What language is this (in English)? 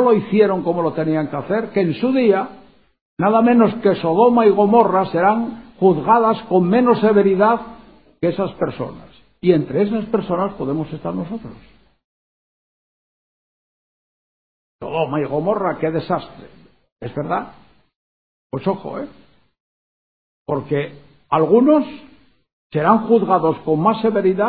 Spanish